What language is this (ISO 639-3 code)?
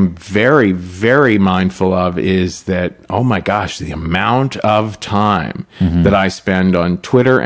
eng